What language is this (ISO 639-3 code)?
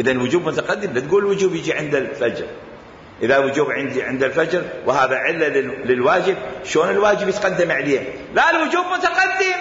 acm